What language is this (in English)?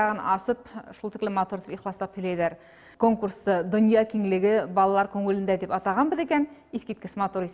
Bashkir